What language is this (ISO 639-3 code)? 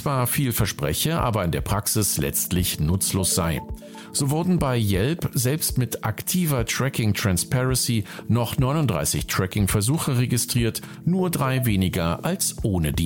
deu